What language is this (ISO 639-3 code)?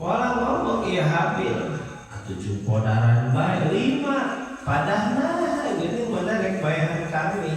sun